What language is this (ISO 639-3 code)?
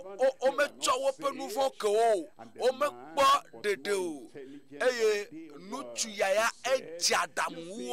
ewe